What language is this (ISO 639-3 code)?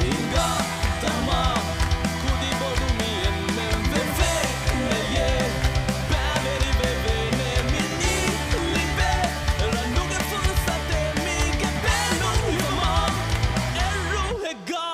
div